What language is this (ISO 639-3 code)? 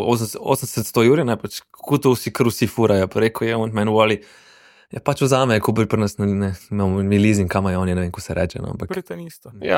slv